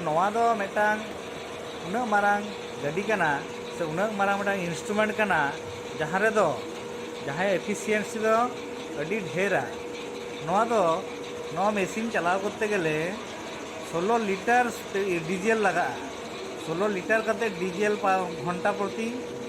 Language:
Santali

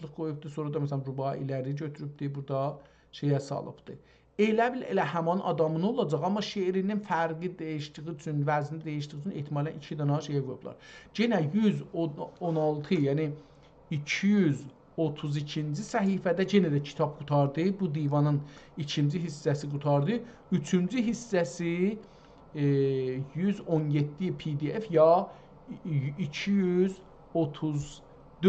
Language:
South Azerbaijani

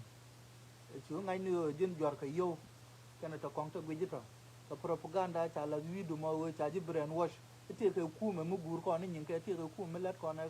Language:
Nuer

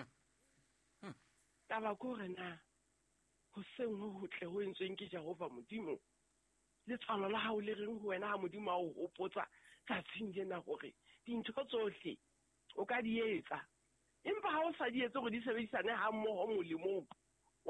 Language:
Southern Sotho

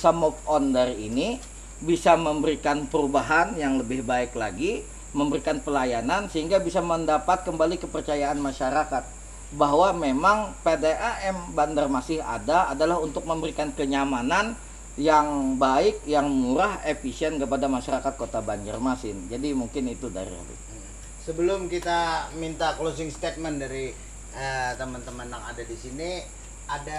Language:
Banjar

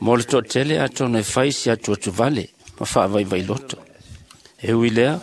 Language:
Samoan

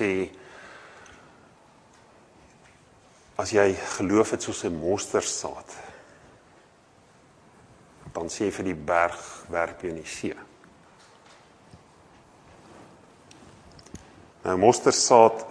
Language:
Afrikaans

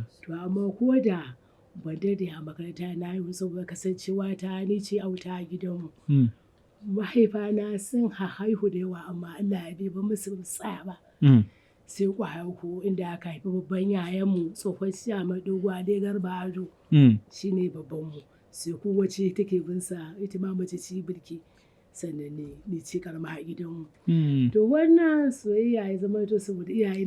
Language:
Hausa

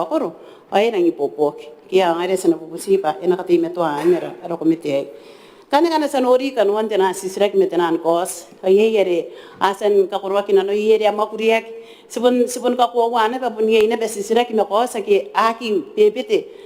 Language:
Gilbertese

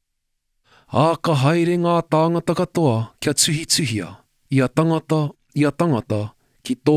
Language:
Māori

